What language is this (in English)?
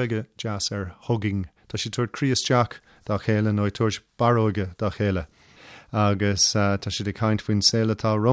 Irish